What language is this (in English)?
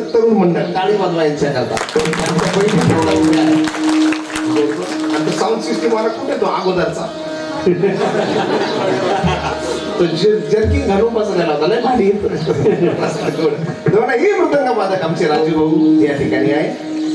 Marathi